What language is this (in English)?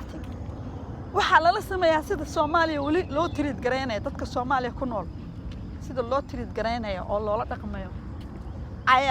Somali